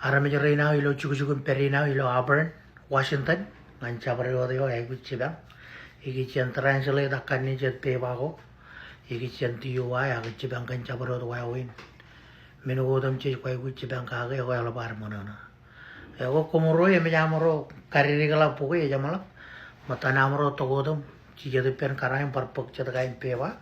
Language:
Marshallese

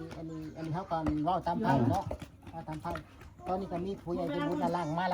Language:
Northeastern Thai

